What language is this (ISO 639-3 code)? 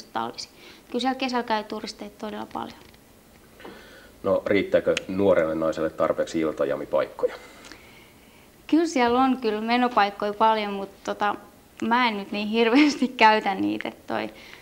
fin